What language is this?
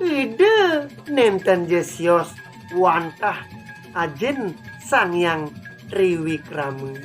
Balinese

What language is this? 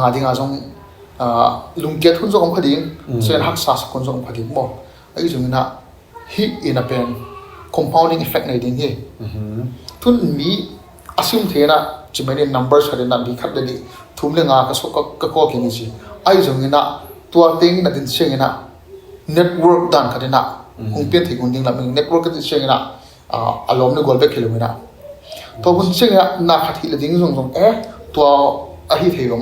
Tedim Chin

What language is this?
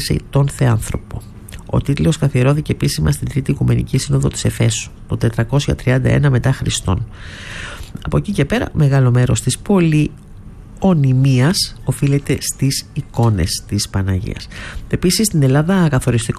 Greek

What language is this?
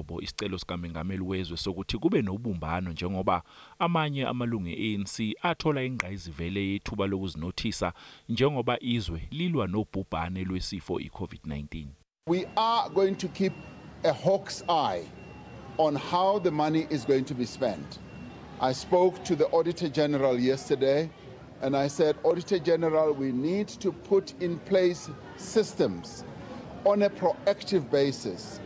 Zulu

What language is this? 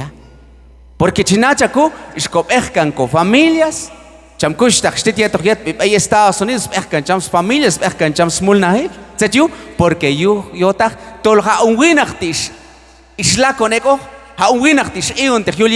Q'anjob'al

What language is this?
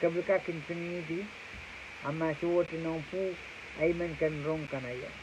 Pohnpeian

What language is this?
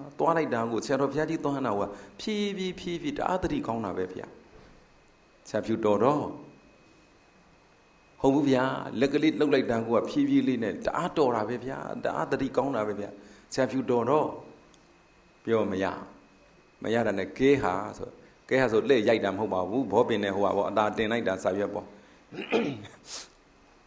Burmese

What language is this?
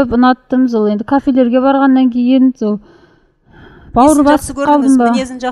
Kazakh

